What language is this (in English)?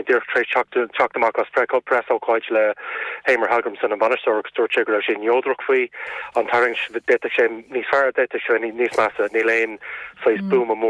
Irish